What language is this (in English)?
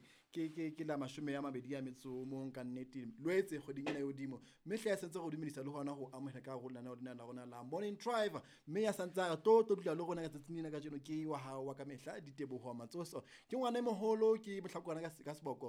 Southern Sotho